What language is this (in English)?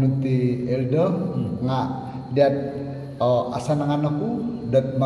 Central Dusun